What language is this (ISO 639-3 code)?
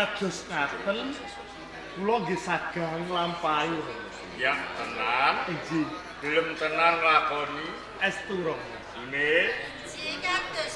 jav